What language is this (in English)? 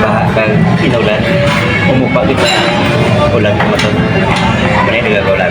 Hiligaynon